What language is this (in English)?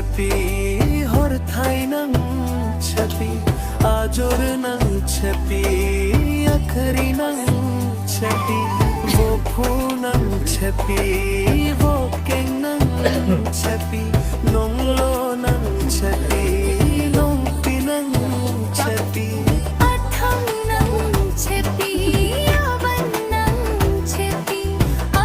Karbi